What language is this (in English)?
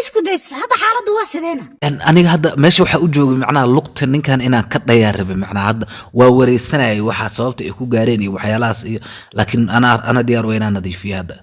Somali